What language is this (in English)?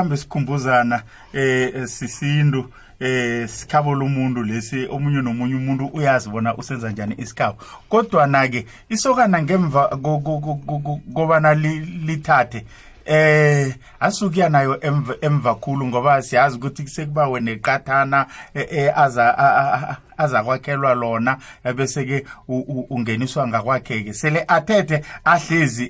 South Ndebele